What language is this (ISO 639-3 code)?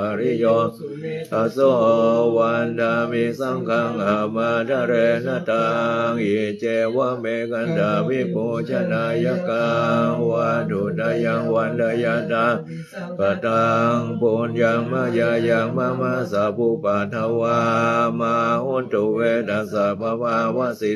pli